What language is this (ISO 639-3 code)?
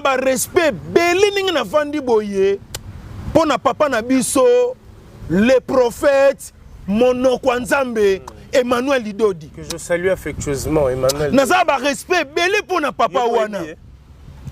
lin